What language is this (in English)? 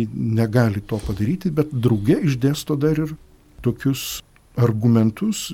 Lithuanian